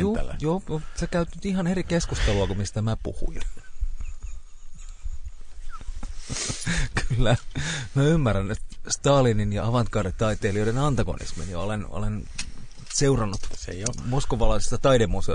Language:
Finnish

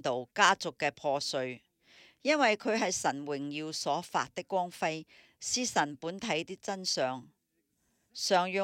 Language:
Cantonese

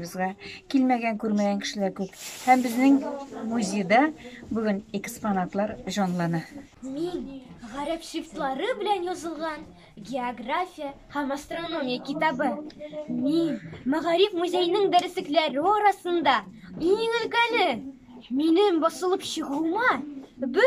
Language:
Tatar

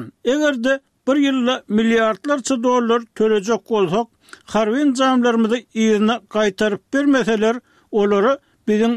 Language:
Turkmen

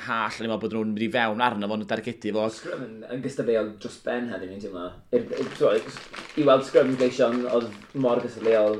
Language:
Welsh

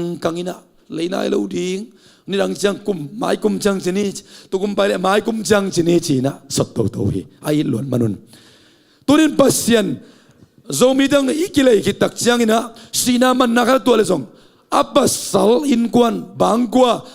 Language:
Tedim Chin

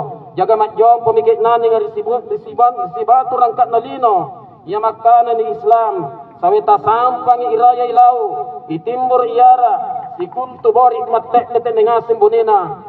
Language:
Makasar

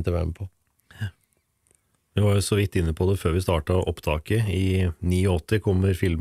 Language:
Norwegian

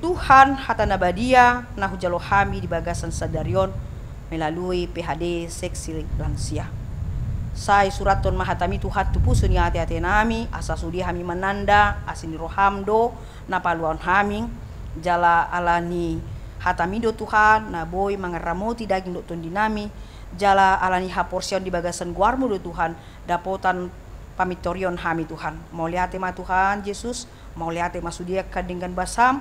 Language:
Batak Toba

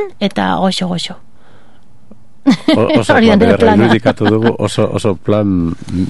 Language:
Basque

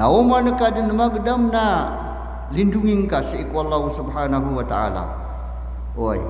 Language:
Maranao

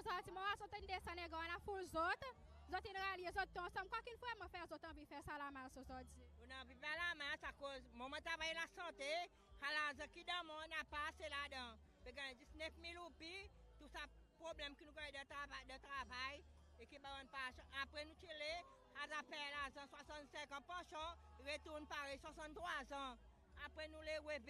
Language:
Seselwa Creole French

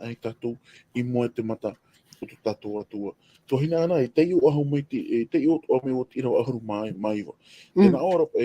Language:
Tahitian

